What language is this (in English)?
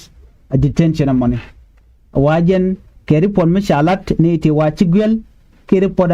Nuer